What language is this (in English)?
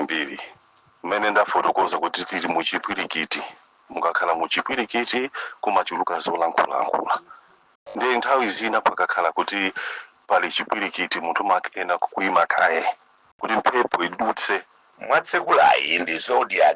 Nyanja